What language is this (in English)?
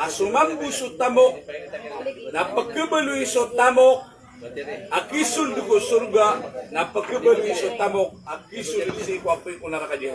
Maranao